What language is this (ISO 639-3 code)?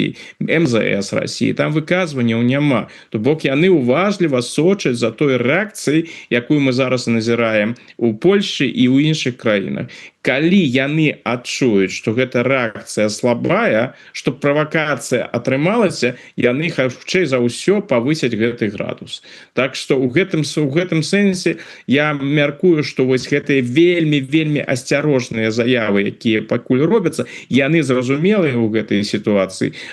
bel